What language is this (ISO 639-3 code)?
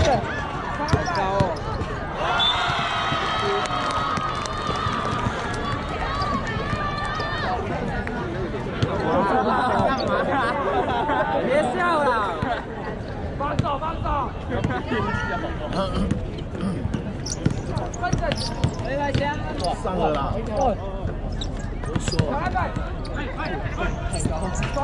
zho